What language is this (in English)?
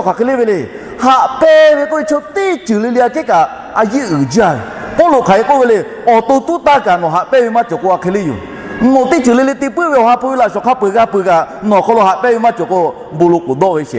Lahu